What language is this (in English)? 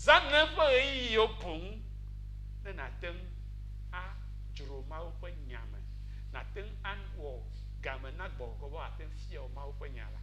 Ewe